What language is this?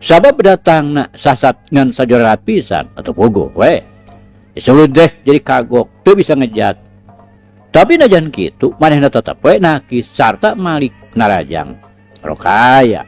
Sundanese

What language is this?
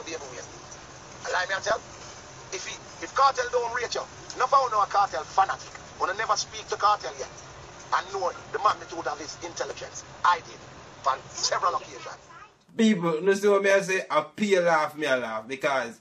Jamaican Creole English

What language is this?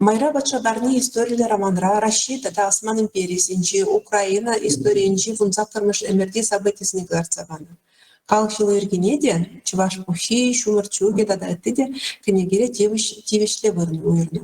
Chuvash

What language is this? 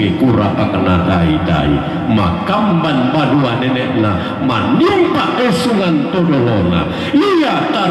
Toraja-Sa'dan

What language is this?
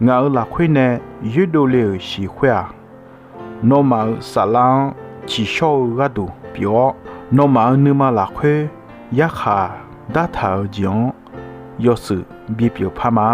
Akha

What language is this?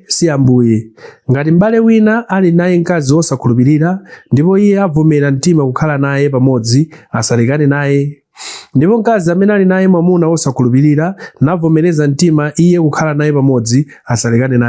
Nyanja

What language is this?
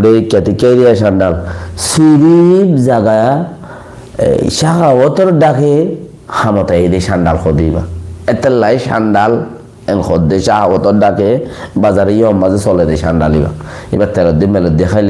Rohingya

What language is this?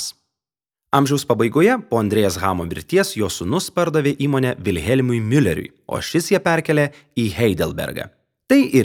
Lithuanian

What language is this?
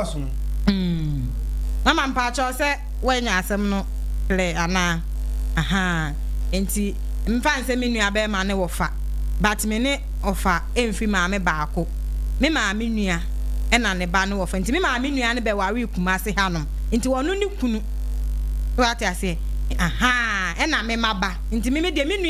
Akan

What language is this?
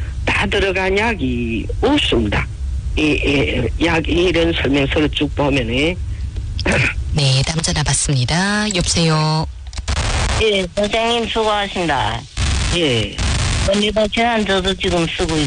Korean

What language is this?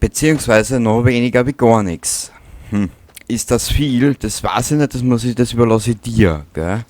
Bavarian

